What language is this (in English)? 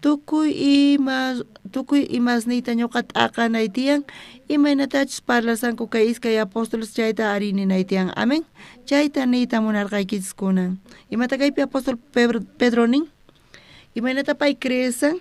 South Bolivian Quechua